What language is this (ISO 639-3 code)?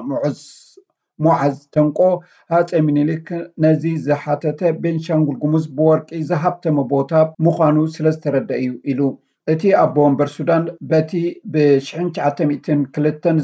tir